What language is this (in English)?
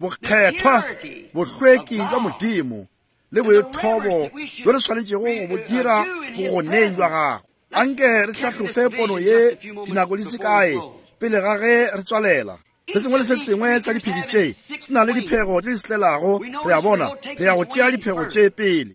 Northern Sotho